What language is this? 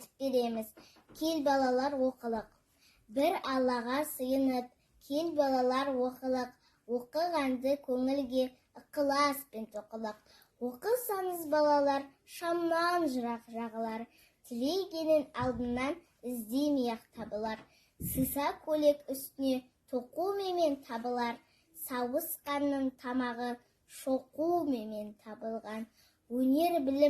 Kazakh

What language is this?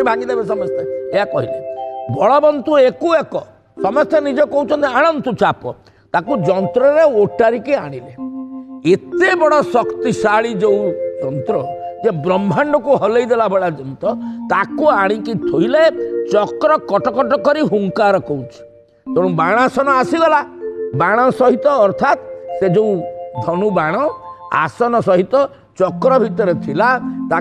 Odia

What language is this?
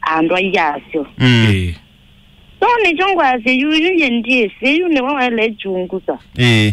Kamba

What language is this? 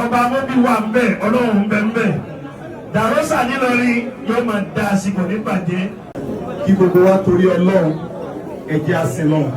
Yoruba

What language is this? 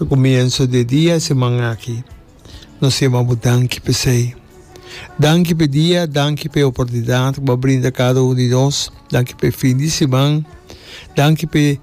Papiamento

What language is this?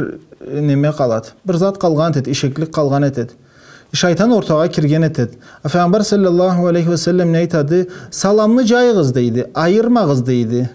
Karachay-Balkar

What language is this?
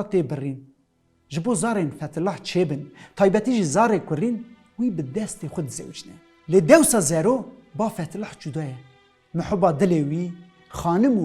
Kurdish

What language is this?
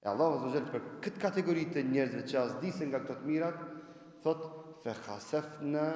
Albanian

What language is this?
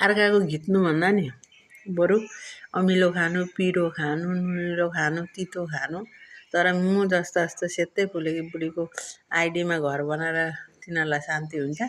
Nepali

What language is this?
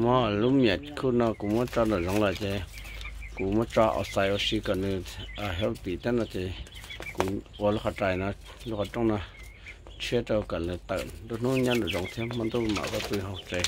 Hmong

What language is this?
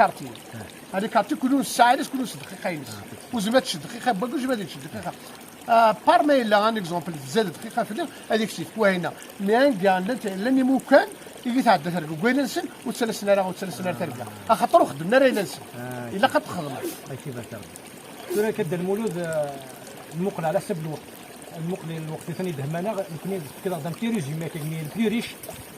Kabyle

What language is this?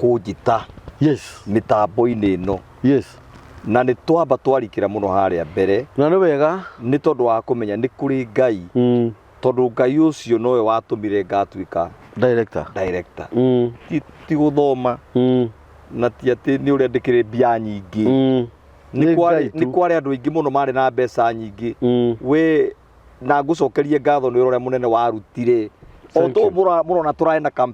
Kikuyu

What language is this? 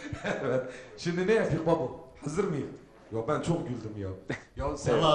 Turkish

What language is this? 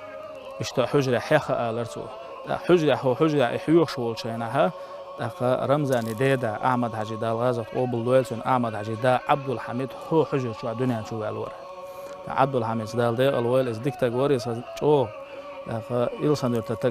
Chechen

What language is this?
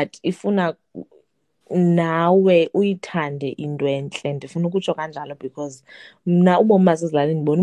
Xhosa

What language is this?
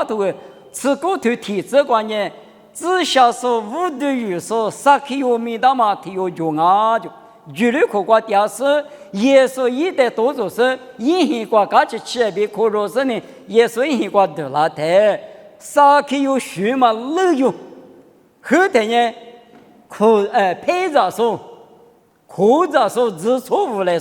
Lisu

